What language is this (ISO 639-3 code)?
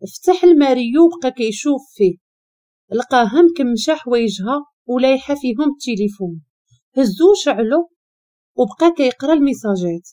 ary